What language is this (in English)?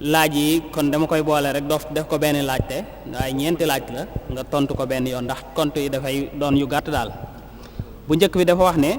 Wolof